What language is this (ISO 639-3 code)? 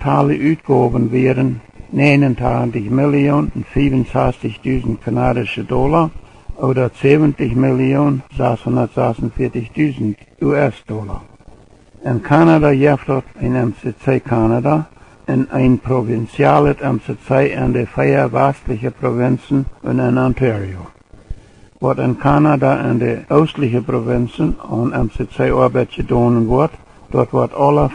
pdt